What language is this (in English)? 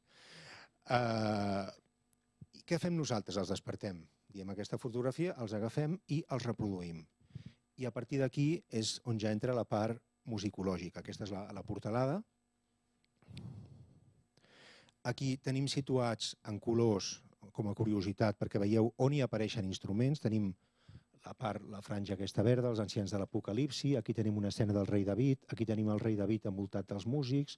Catalan